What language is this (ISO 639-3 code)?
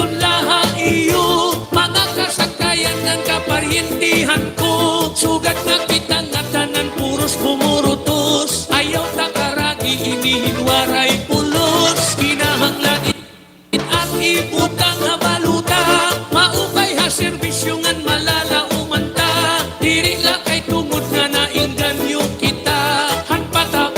war